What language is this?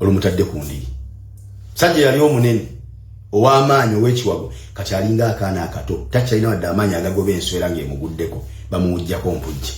Ganda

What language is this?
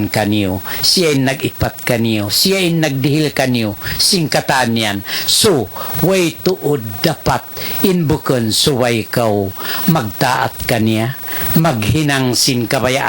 Tausug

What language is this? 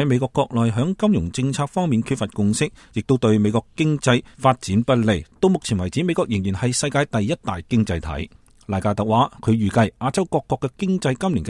Cantonese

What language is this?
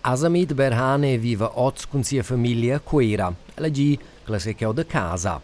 Romansh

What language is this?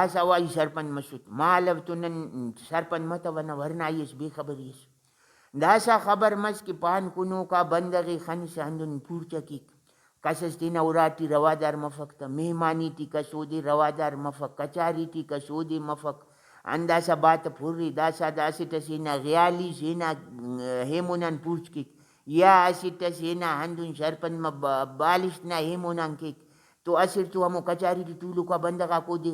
Brahui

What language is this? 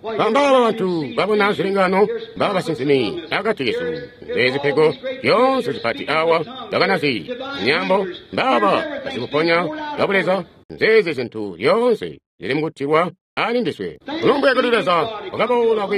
Tonga (Zambia)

